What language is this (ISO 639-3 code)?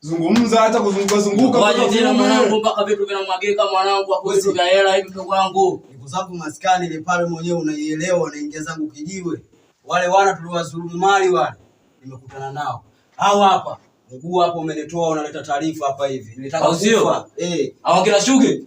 swa